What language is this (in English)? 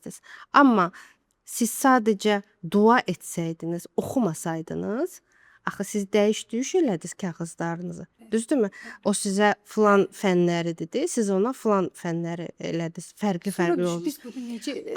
Azerbaijani